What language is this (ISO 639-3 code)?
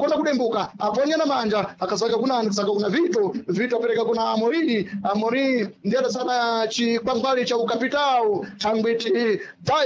seh